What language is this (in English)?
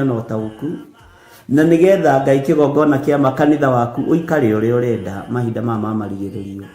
Kikuyu